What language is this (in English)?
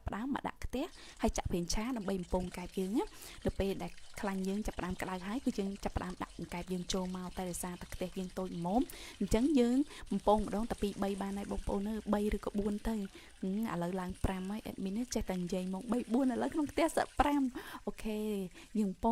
Khmer